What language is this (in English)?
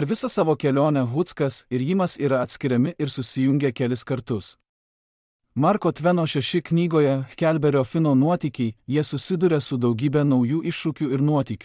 Lithuanian